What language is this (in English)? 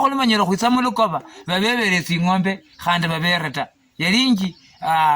Luyia